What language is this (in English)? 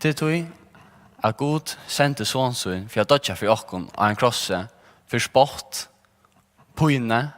Faroese